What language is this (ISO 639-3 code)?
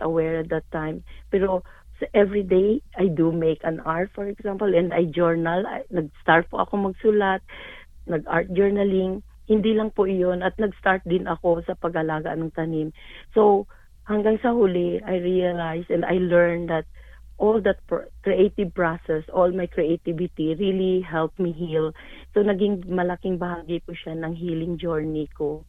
fil